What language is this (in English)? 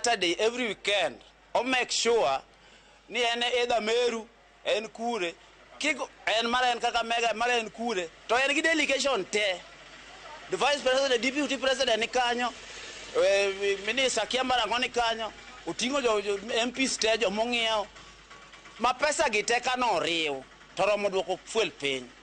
Luo (Kenya and Tanzania)